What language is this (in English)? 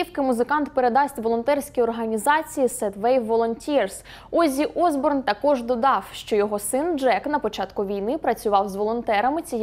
Ukrainian